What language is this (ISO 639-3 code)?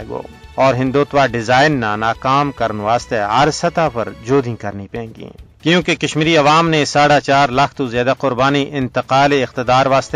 gju